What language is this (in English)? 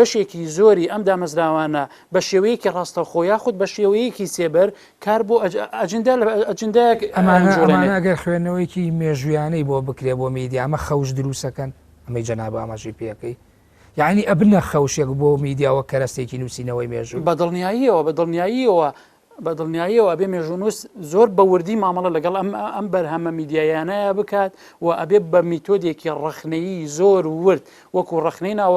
Central Kurdish